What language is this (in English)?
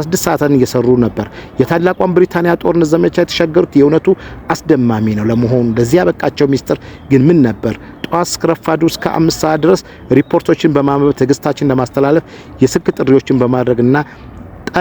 Amharic